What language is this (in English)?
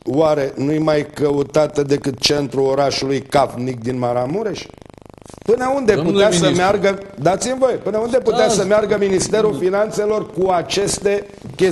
Romanian